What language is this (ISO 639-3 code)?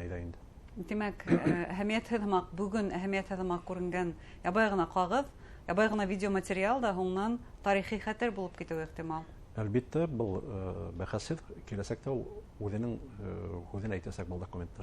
bak